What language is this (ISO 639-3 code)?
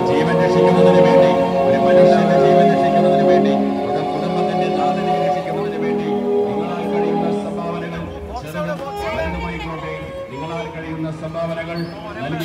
mal